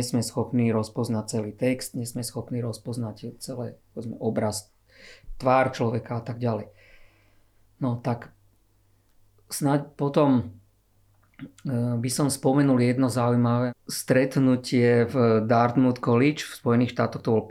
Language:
Slovak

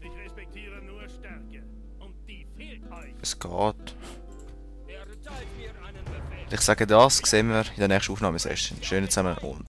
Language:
Swiss German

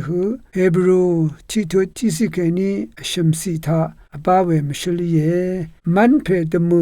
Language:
Rawang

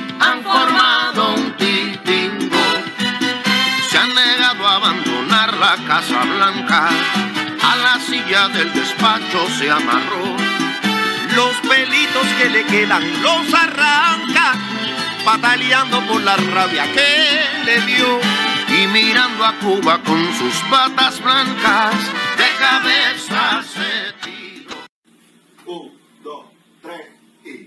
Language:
Spanish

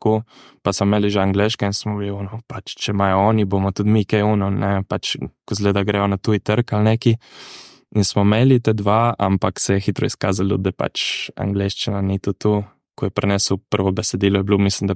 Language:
Slovenian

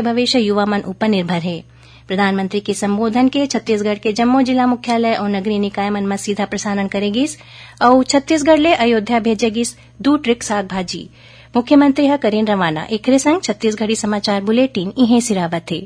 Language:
Chhattisgarhi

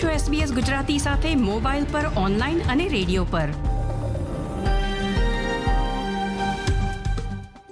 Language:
Gujarati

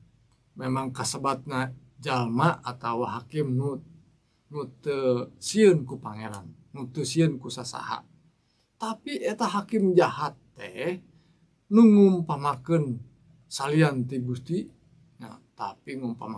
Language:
Sundanese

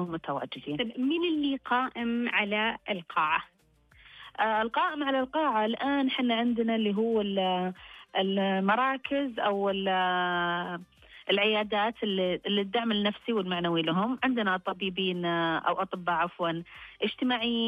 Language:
Najdi Arabic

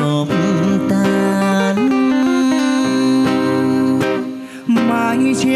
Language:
Vietnamese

